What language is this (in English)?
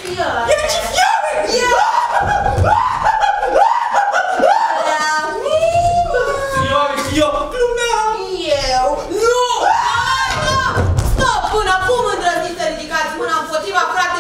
Romanian